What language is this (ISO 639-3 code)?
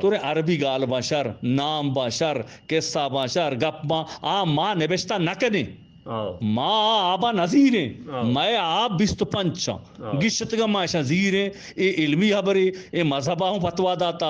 bgp